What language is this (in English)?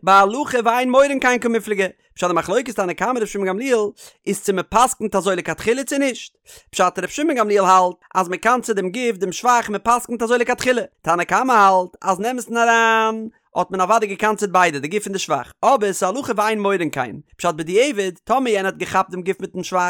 Yiddish